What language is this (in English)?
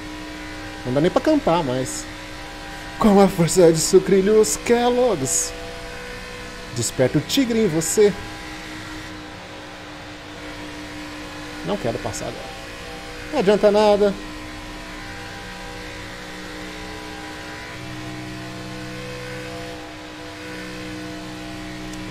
Portuguese